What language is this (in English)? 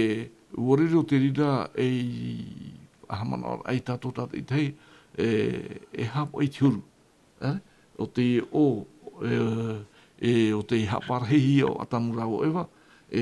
Tahitian